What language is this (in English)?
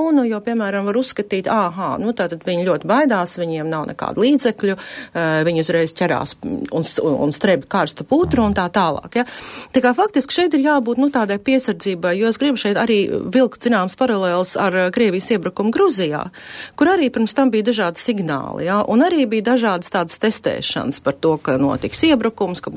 Latvian